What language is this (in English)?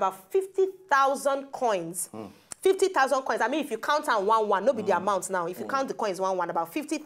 Nigerian Pidgin